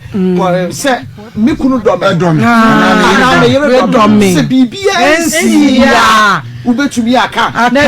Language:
Akan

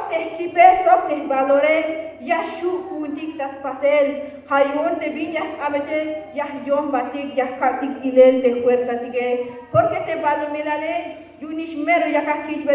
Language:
Tzeltal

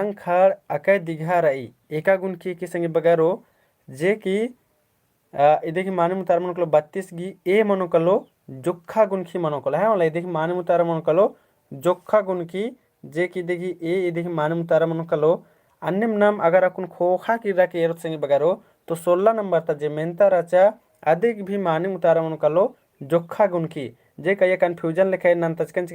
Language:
Kurukh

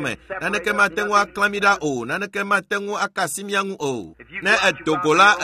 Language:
Ewe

